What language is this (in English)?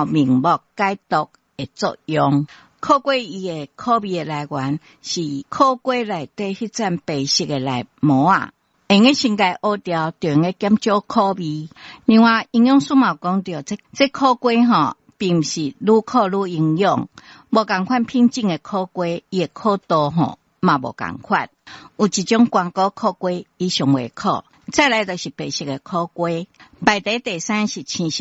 Min Nan Chinese